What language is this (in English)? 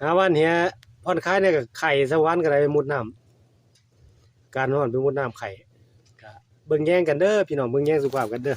Northeastern Thai